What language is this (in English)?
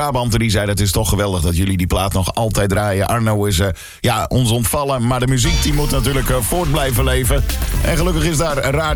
Dutch